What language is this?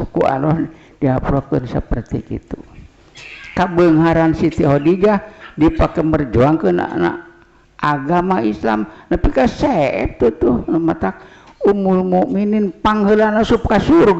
Sundanese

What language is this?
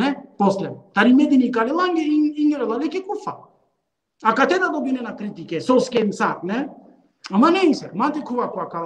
Balkan Romani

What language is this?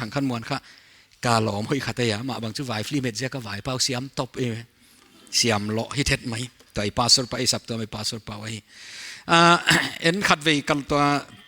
Paite Chin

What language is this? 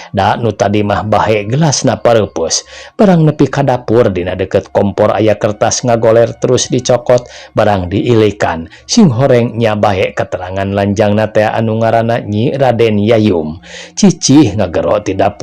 Sundanese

